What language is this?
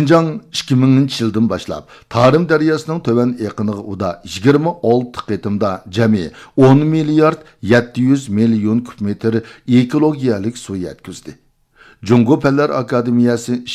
Uyghur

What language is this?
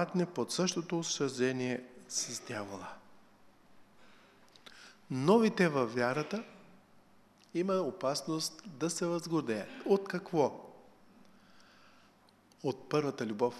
Bulgarian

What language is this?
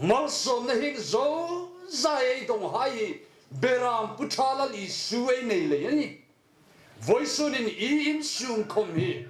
Hmar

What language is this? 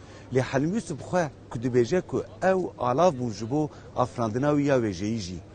Kurdish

